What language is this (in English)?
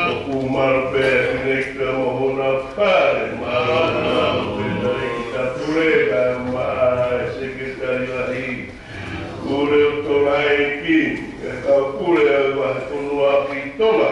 Tongan